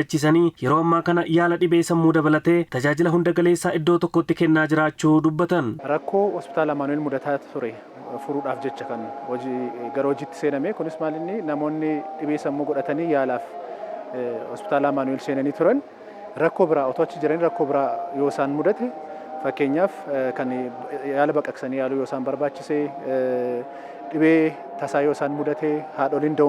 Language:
Oromo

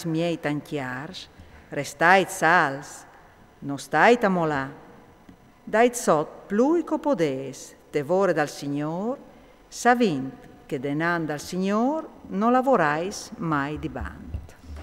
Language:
Friulian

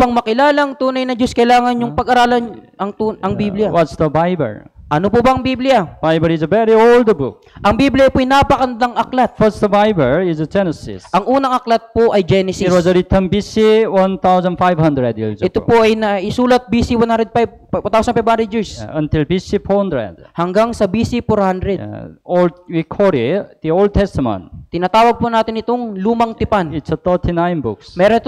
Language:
Filipino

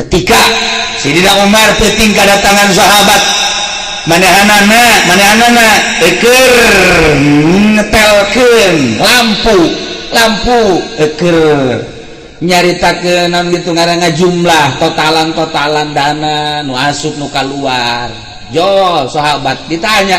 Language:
Sundanese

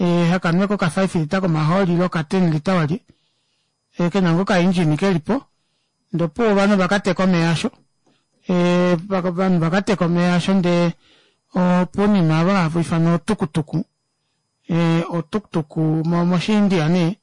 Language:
Kuanyama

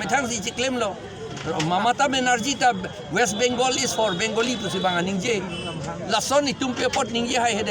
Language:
Karbi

